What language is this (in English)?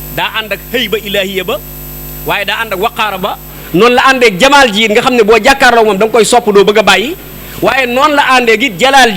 Wolof